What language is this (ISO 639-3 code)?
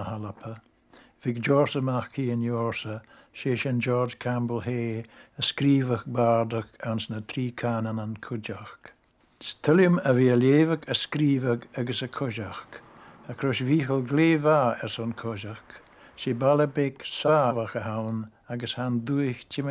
gla